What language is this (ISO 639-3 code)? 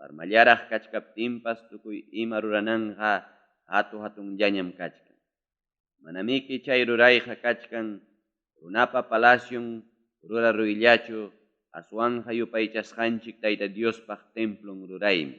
quy